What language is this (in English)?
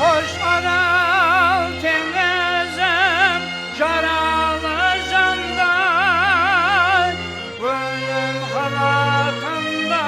Kara-Kalpak